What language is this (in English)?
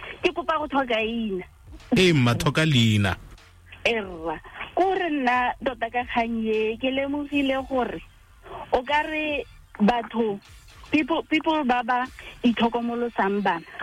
Tswana